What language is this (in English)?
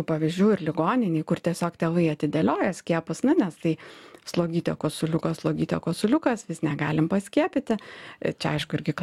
Lithuanian